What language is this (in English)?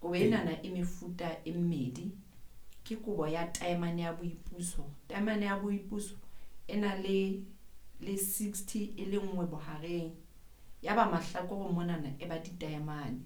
Southern Sotho